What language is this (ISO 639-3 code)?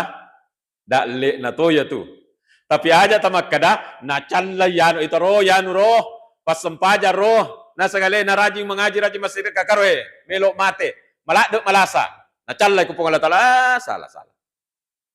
bug